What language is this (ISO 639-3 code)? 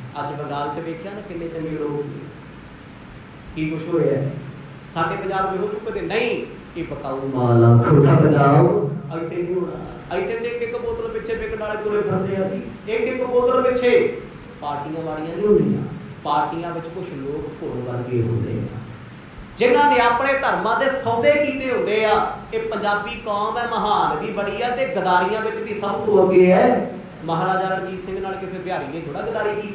pan